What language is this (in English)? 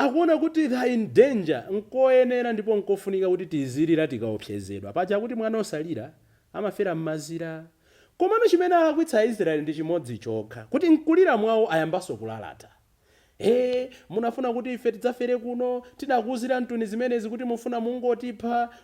Nyanja